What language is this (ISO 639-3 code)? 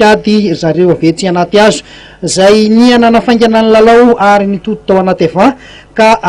mlg